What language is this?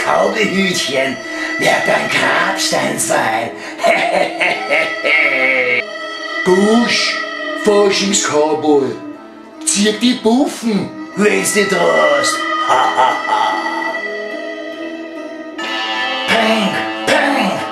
Bavarian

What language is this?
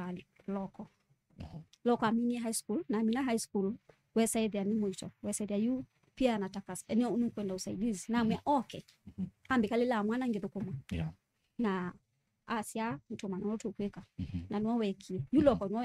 Kamba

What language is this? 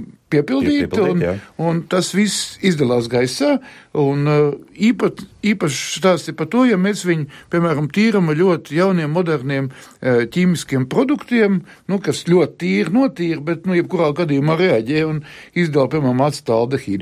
Latvian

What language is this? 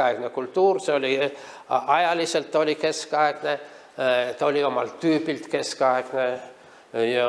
Estonian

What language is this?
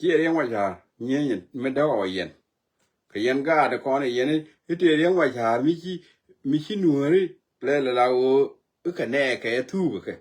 Nuer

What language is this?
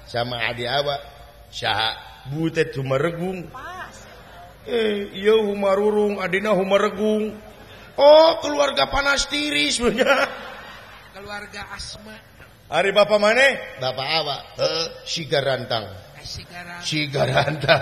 Sundanese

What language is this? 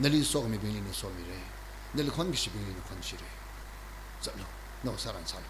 Tangkhul Naga (India)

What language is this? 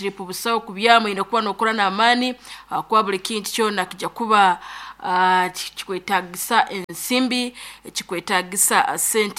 Nyankole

